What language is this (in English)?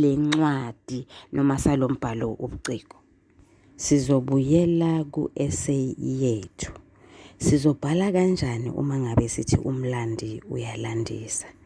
Zulu